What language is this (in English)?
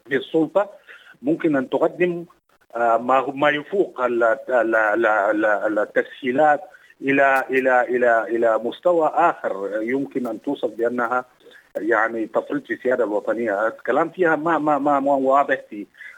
Sudanese Arabic